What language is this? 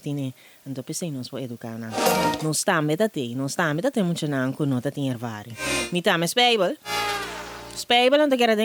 Papiamento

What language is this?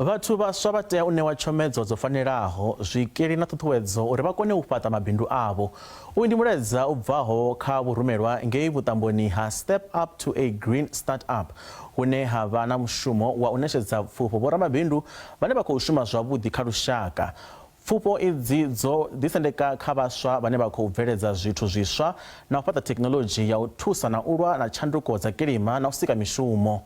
Venda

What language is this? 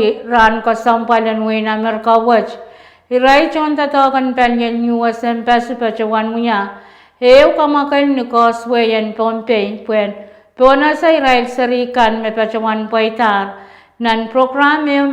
Pohnpeian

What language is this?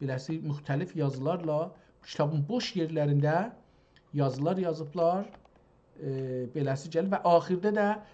South Azerbaijani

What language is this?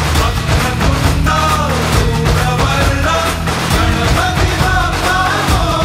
Marathi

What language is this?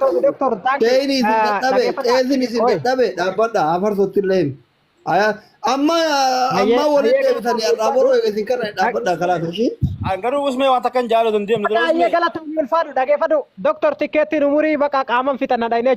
Oromo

